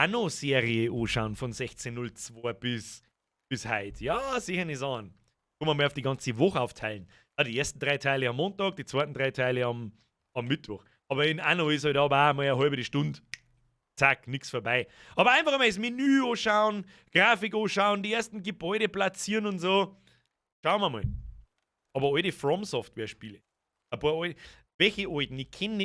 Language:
Bavarian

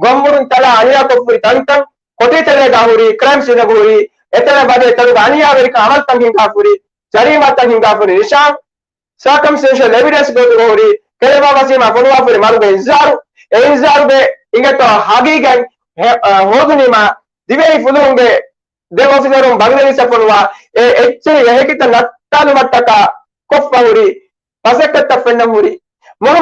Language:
Divehi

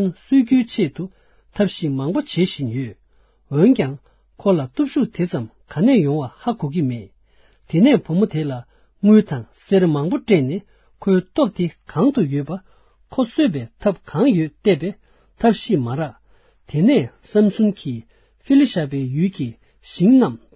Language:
Tibetan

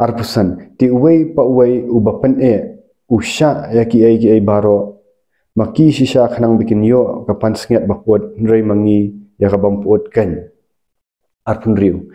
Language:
Khasi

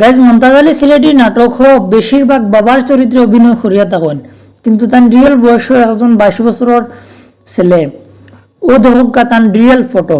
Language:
Sylheti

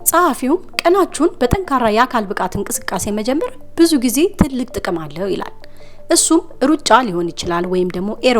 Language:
Amharic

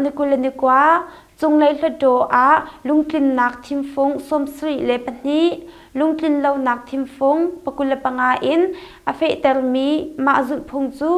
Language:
Hakha Chin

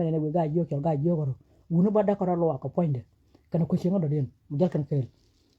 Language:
Nuer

